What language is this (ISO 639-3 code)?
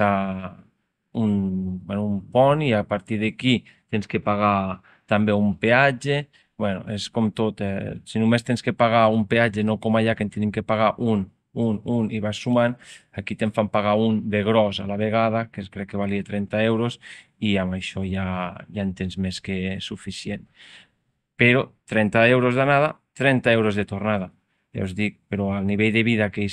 cat